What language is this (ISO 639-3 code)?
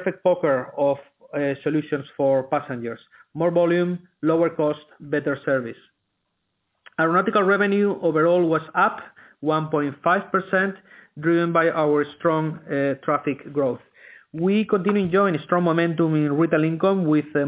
eng